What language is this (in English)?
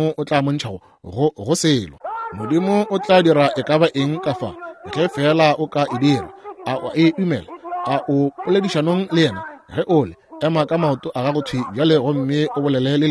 Northern Sotho